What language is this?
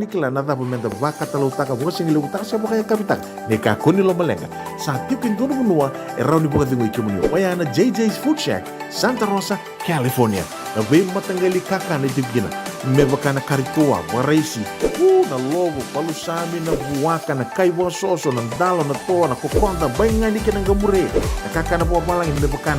Fijian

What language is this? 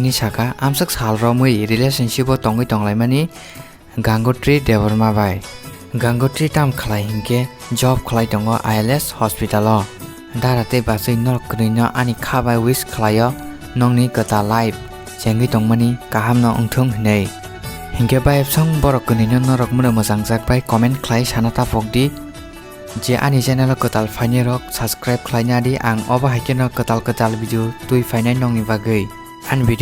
Kok Borok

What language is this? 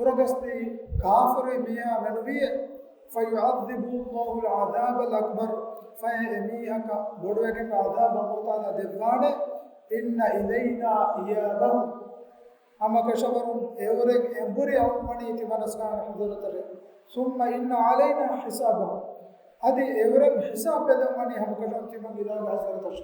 Divehi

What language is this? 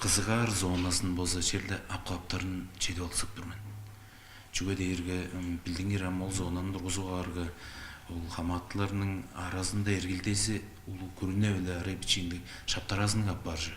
Tuvinian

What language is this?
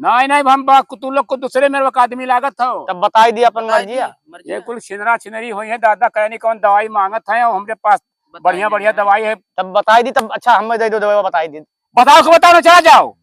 Awadhi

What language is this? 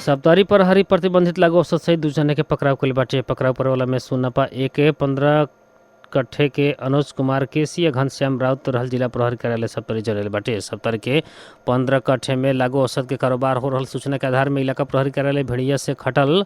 Bhojpuri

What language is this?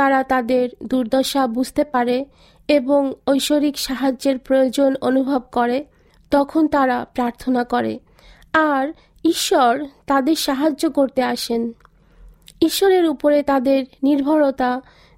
Bangla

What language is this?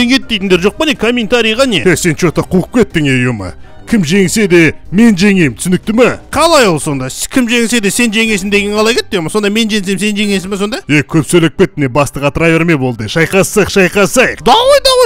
Kazakh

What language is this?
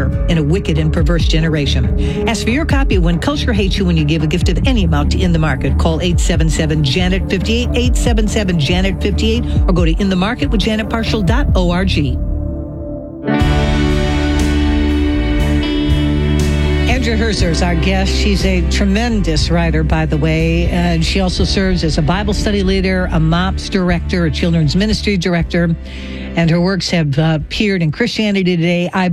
English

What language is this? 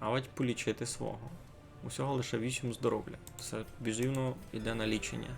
Rusyn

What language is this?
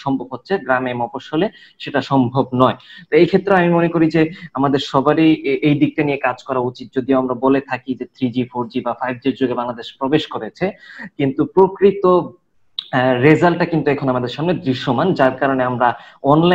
Bangla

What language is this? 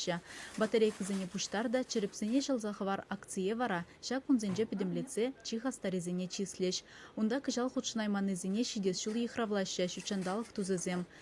Chuvash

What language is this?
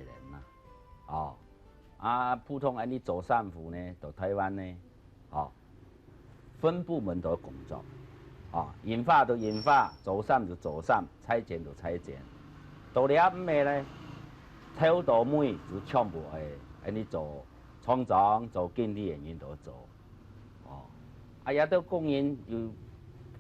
Hakka Chinese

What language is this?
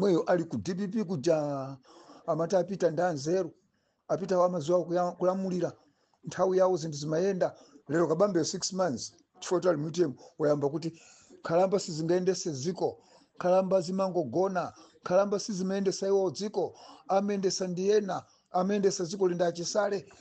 Nyanja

